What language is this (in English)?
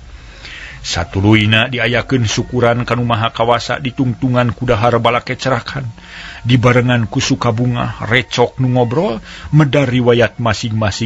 Sundanese